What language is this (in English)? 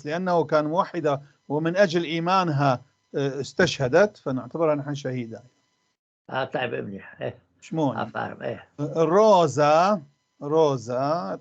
North Levantine Arabic